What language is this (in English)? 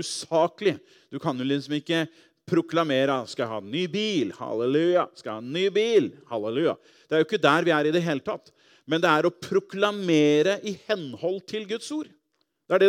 Norwegian